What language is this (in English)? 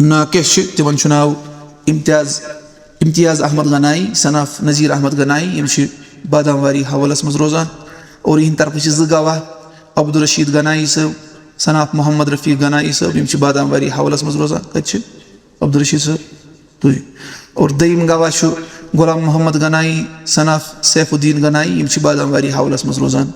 Kashmiri